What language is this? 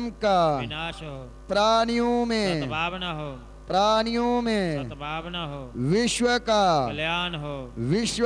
Hindi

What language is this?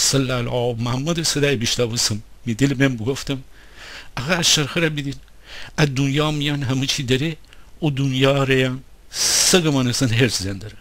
Gilaki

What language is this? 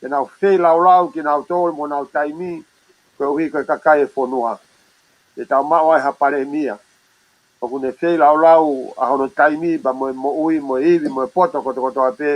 Tongan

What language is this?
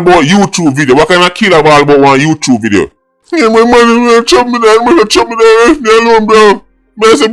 Jamaican Creole English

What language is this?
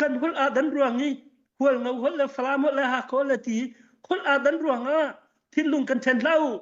Falam Chin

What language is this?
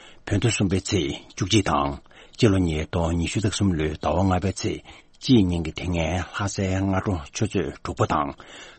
Tibetan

